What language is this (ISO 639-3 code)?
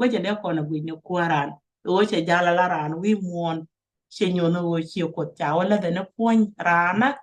nus